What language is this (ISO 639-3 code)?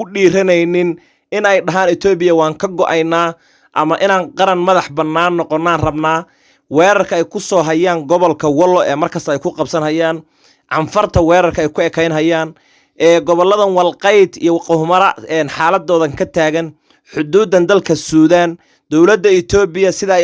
som